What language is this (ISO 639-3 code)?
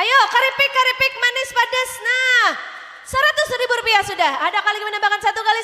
bjn